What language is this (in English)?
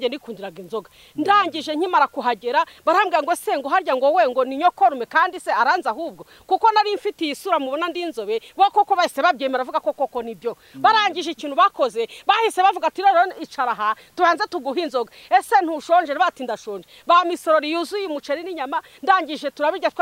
Kinyarwanda